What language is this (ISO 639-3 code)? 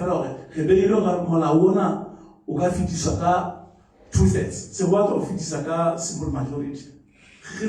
sot